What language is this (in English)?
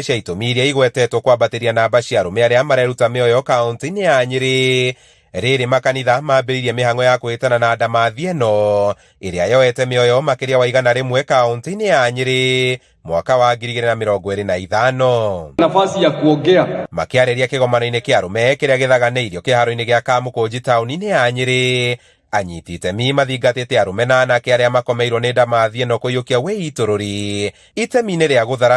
Kikuyu